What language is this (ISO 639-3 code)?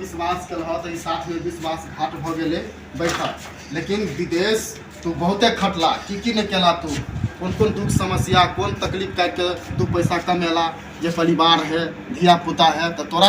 mai